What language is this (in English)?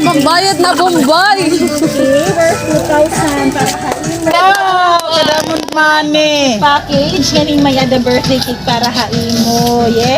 Waray